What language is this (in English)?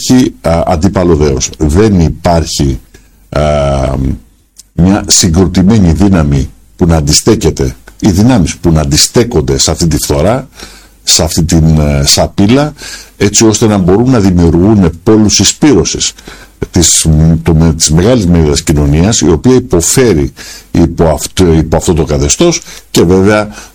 Greek